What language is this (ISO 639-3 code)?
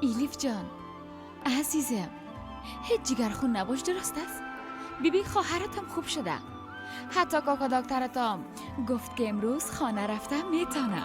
fas